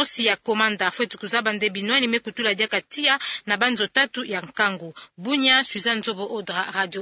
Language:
Kituba (Democratic Republic of Congo)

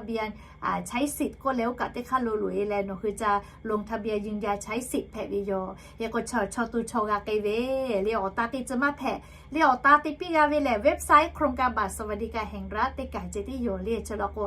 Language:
Lahu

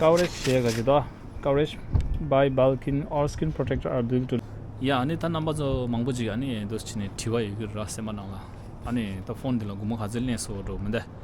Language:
Tibetan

